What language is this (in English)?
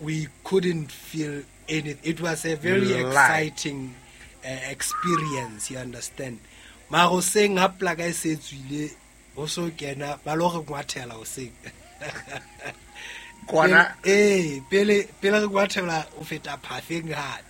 Southern Sotho